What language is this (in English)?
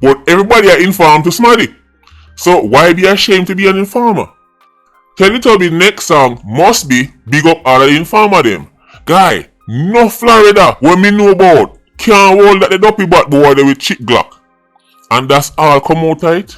Jamaican Creole English